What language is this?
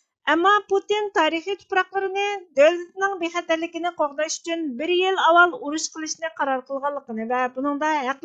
Uyghur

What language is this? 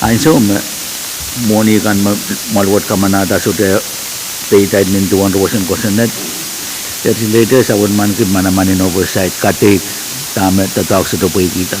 Pohnpeian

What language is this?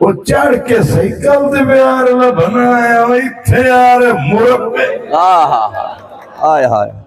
Saraiki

